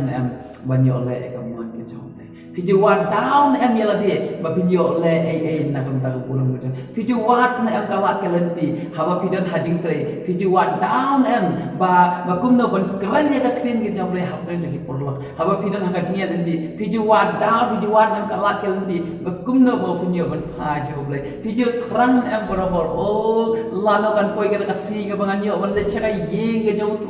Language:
Khasi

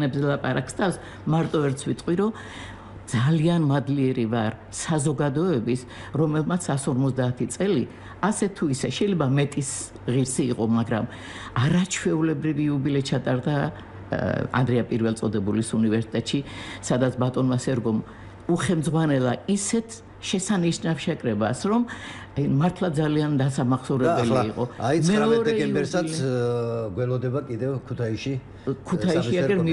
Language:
Georgian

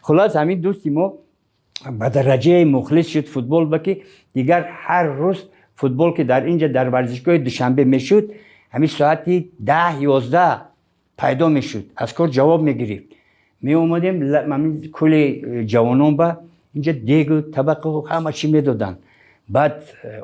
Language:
Tajik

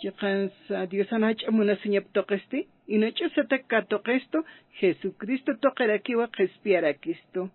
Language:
Aymara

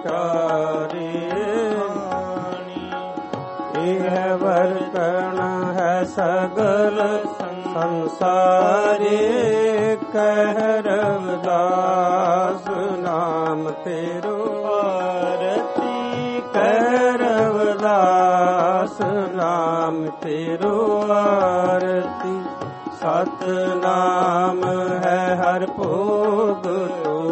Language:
Punjabi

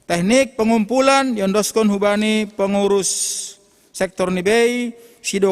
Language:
Batak Simalungun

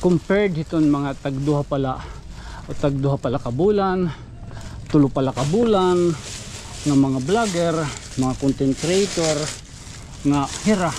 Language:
Waray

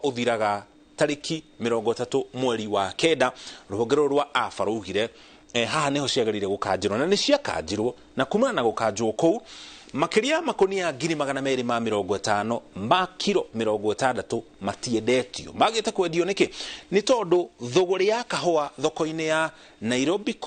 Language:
Kikuyu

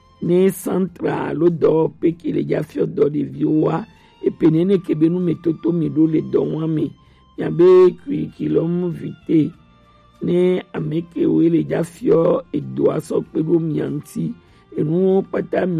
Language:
Gen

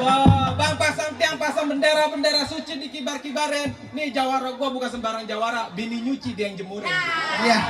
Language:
Betawi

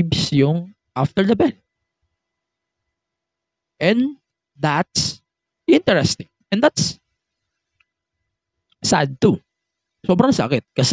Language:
Filipino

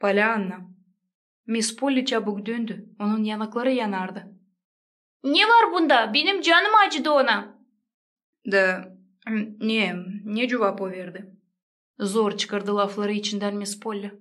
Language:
Gagauz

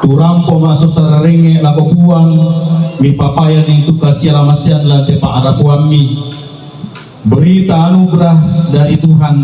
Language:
Toraja-Sa'dan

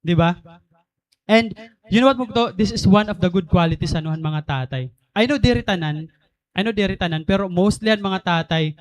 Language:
Waray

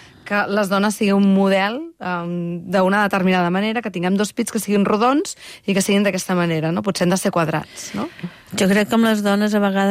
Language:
Catalan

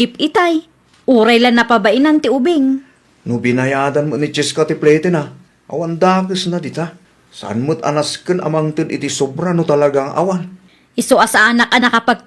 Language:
Iloko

